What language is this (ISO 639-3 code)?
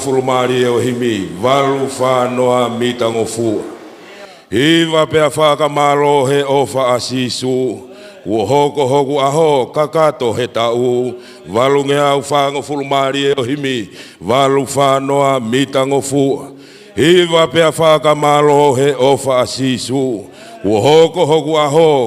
ton